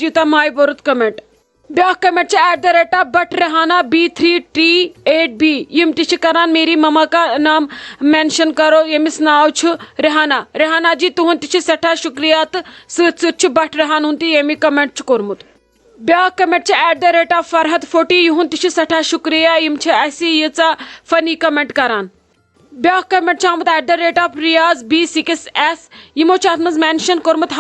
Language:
Kashmiri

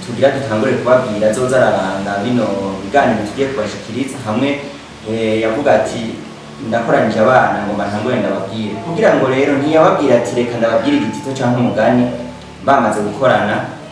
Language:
Rundi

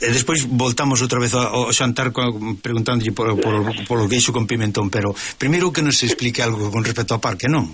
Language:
Galician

